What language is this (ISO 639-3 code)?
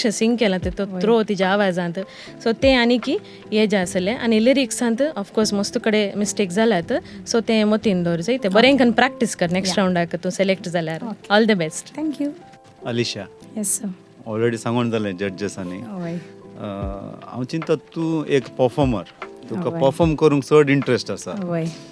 kok